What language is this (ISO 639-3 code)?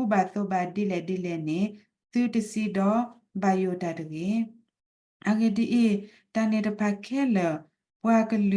ksw